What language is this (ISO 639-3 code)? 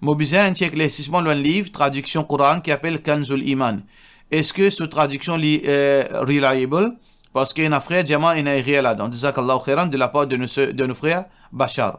mfe